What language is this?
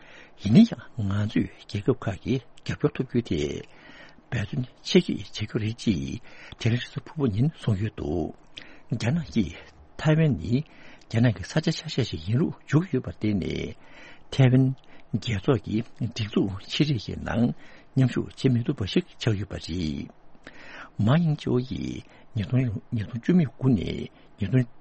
Tibetan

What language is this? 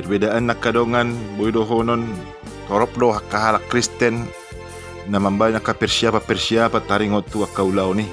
Batak Toba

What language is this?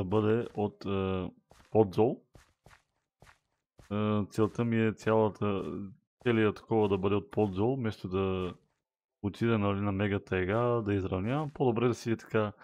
Bulgarian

